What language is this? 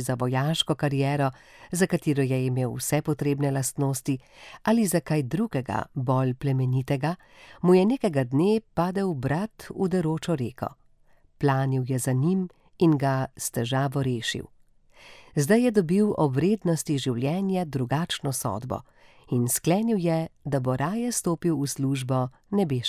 Slovenian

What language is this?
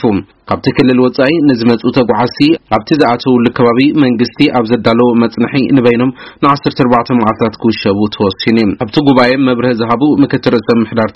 Tigrinya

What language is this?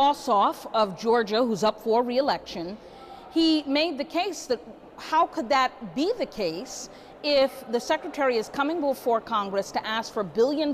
English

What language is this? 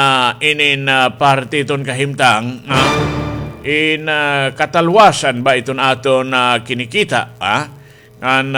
Waray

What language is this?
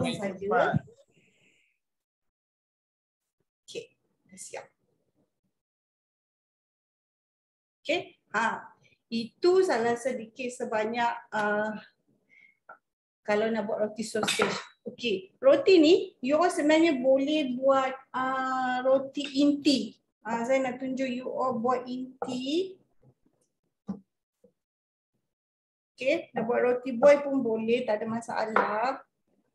Malay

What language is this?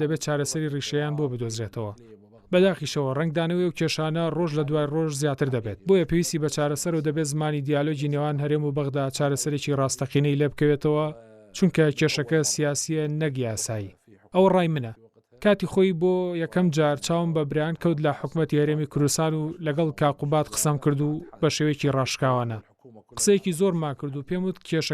Central Kurdish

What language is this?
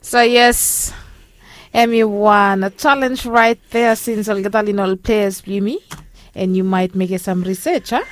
Bislama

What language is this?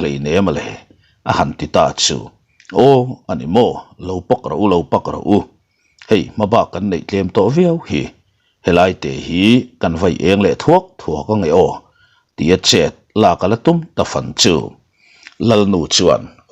Mizo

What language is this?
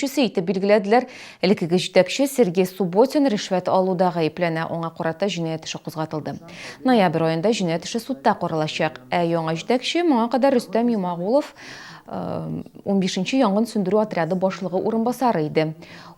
Tatar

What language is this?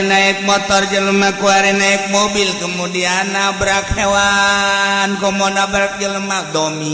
Sundanese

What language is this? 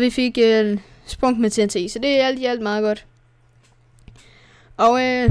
Danish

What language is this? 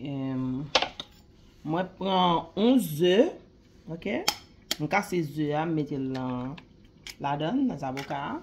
Haitian Creole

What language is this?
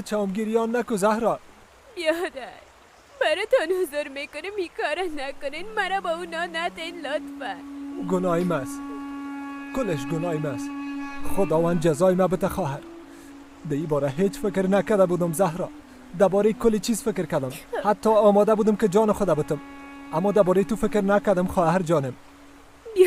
Persian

